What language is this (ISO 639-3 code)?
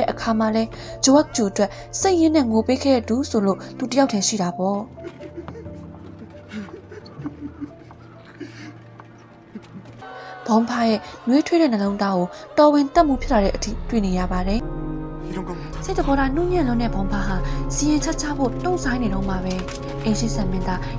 mya